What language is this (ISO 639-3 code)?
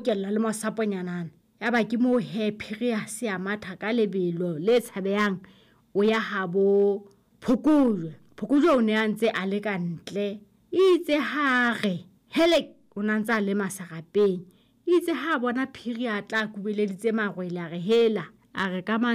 sot